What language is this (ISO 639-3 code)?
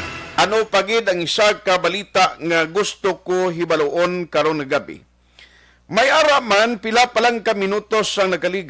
hil